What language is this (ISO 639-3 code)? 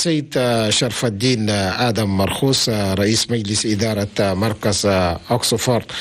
shu